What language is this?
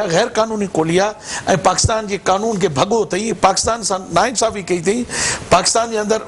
Sindhi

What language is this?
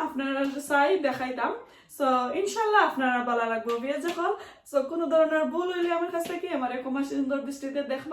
Sylheti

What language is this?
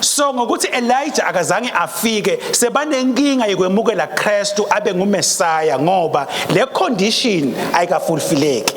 Swati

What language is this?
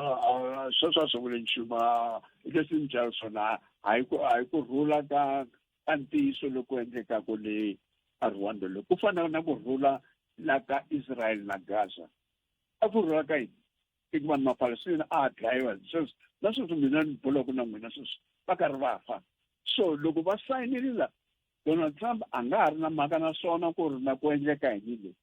Tsonga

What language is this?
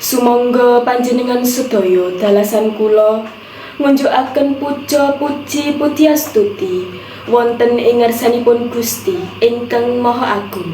Javanese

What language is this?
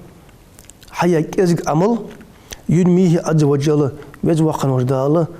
Ingush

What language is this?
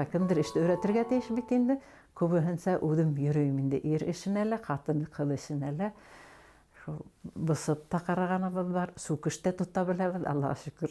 Bashkir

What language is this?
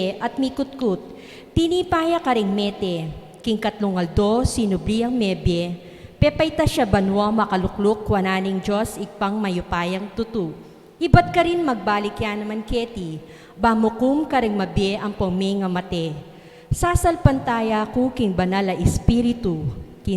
Pampanga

